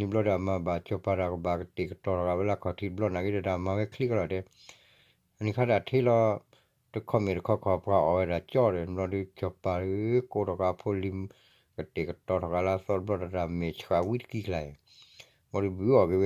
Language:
S'gaw Karen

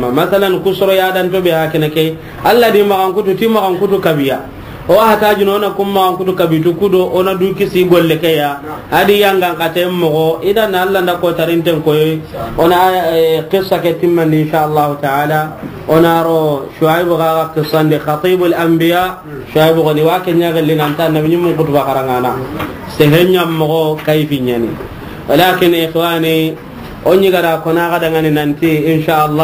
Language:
Soninke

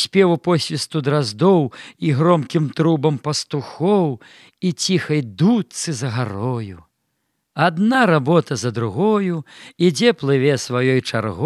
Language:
Belarusian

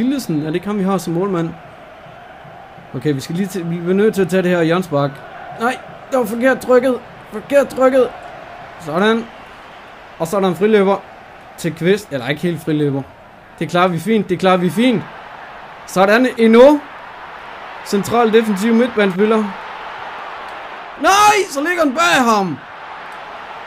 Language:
Danish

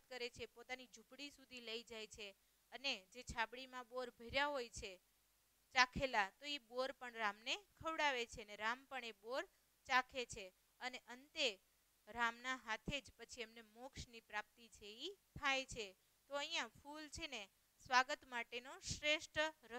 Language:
Gujarati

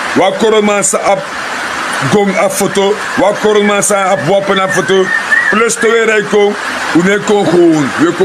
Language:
Sranan Tongo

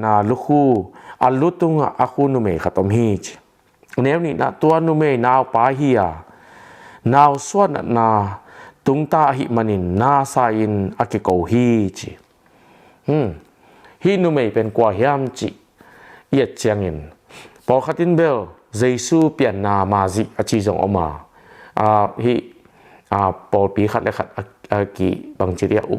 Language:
Tedim Chin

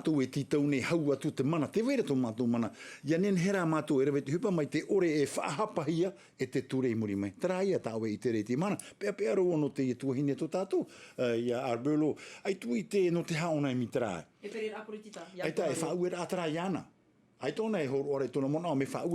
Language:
Tahitian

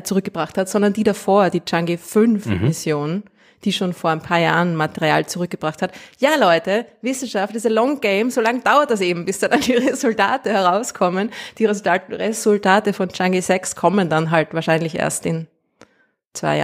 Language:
German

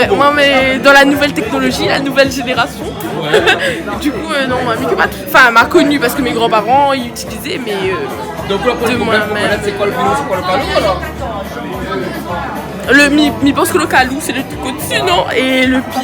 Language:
Réunion Creole French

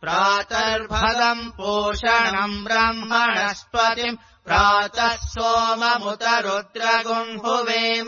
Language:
Sanskrit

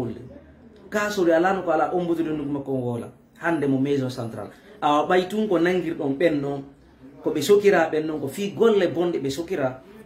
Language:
Fula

